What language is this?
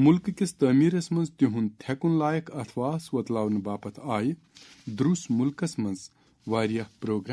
Kashmiri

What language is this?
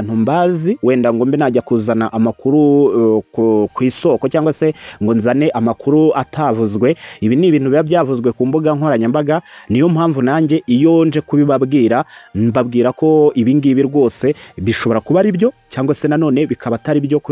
Kinyarwanda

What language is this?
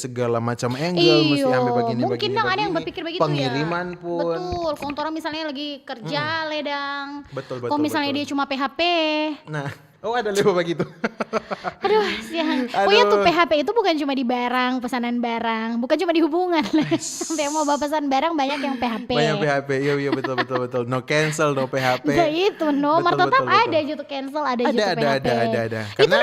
Manado Malay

